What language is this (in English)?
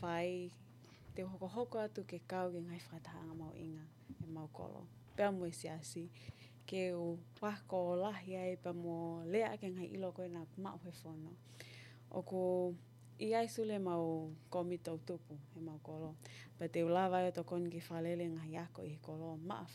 Tongan